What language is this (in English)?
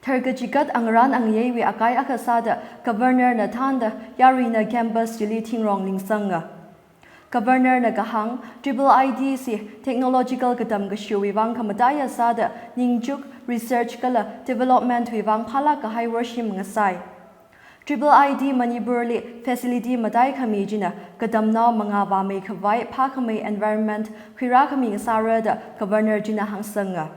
Tangkhul Naga (India)